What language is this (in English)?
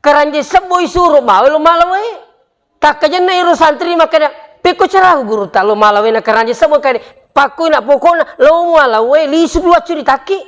Buginese